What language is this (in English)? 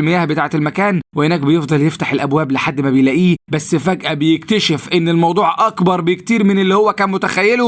Egyptian Arabic